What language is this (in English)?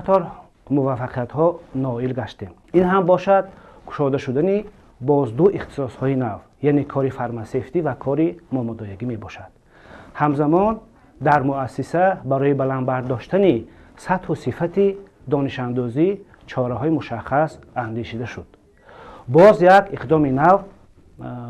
Tajik